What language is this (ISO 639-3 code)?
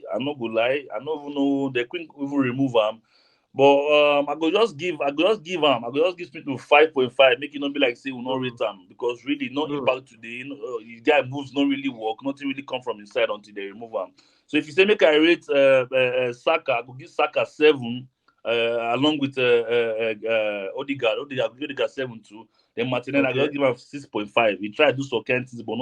pcm